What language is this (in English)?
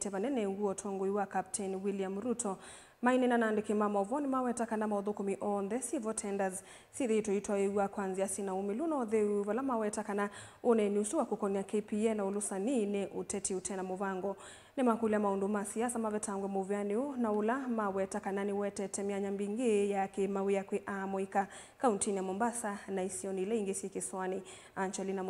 Kamba